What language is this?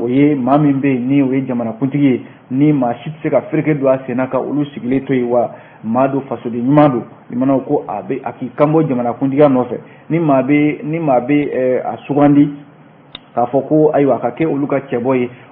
Bambara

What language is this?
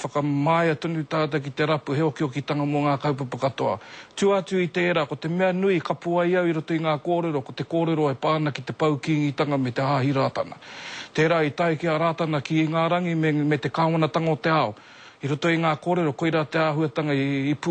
Māori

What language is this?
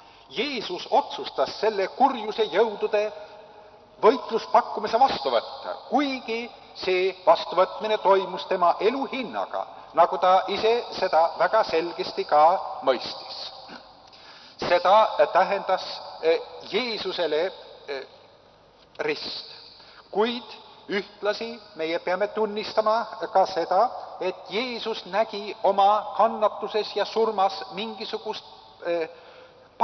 Estonian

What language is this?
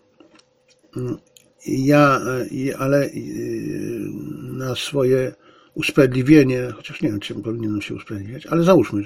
Polish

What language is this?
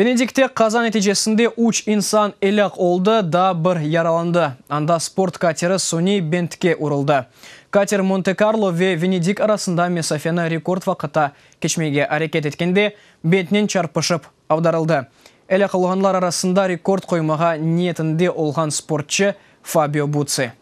Crimean Tatar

